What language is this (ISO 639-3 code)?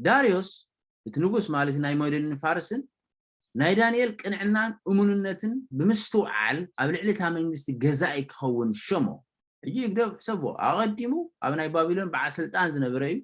tir